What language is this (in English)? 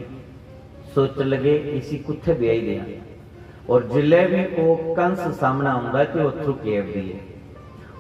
Dogri